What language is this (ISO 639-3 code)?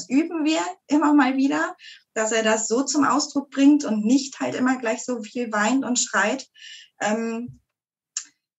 deu